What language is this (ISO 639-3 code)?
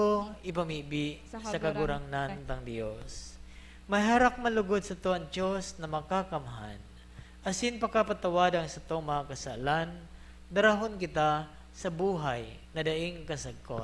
bik